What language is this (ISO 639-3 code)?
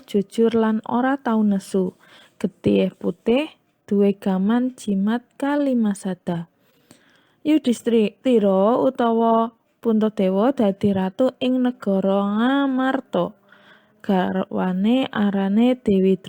jav